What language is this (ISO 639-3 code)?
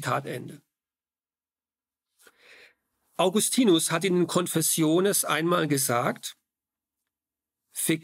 deu